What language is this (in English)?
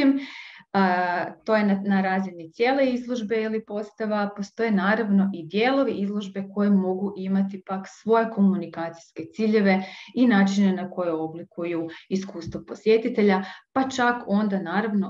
Croatian